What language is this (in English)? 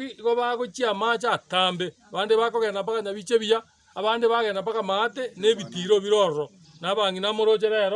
Gusii